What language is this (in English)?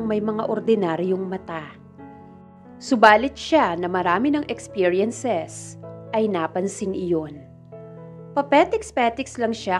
Filipino